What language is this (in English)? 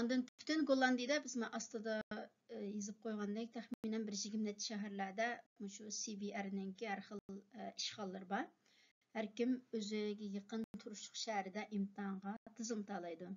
Uyghur